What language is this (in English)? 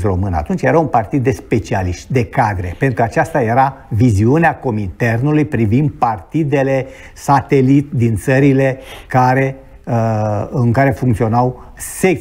Romanian